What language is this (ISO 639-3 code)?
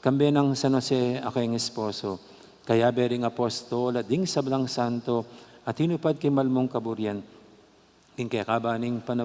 pam